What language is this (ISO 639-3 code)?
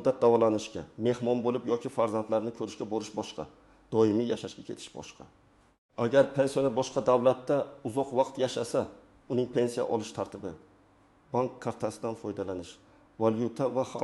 uzb